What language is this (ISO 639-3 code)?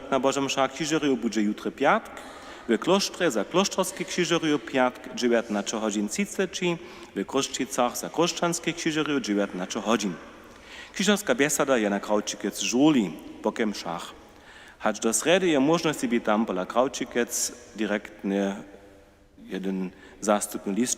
hsb